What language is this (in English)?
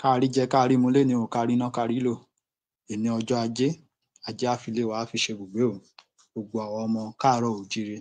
Yoruba